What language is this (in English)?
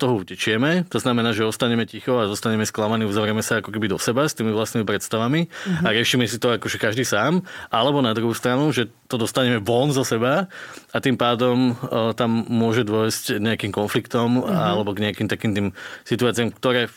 Slovak